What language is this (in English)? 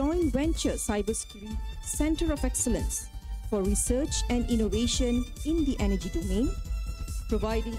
English